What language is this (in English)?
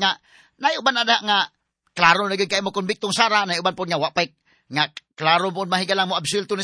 Cebuano